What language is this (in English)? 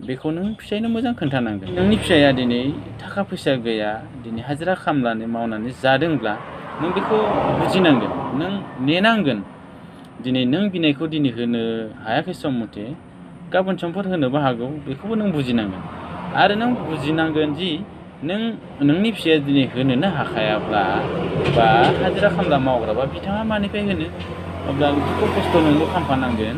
Bodo